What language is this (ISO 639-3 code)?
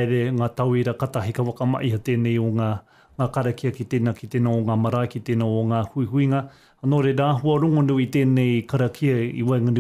mri